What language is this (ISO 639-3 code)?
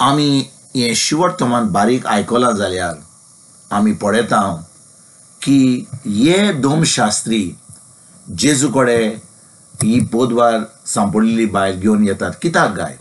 kok